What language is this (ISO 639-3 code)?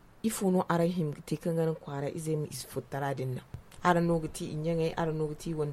dje